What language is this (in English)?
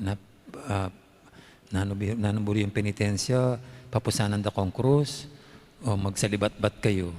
Pampanga